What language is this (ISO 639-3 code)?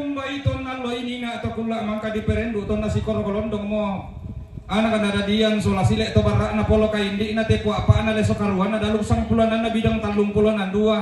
sda